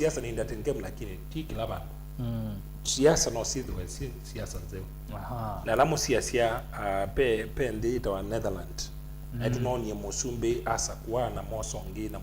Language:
Kamba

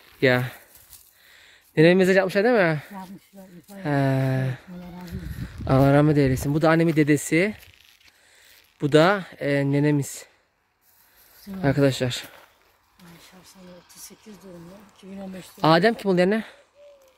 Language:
Turkish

